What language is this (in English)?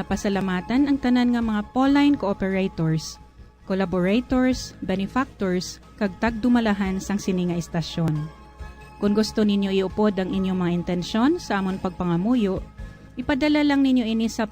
Hiligaynon